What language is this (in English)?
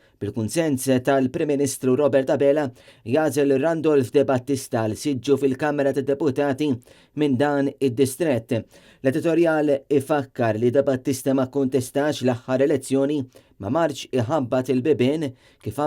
Maltese